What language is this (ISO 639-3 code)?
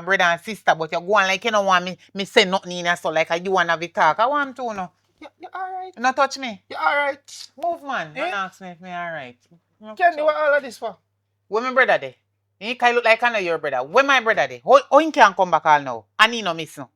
jam